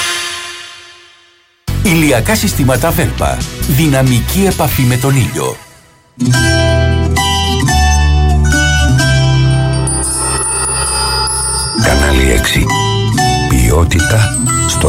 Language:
Greek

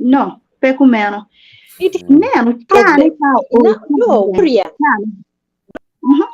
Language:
Acoli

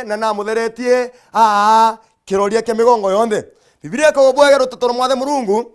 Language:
Meru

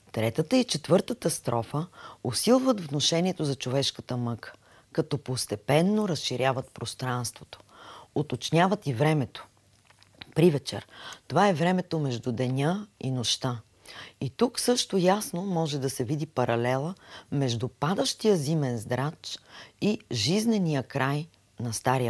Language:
Bulgarian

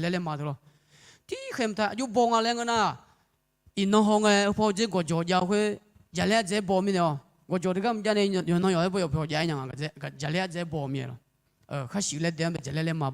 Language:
Akha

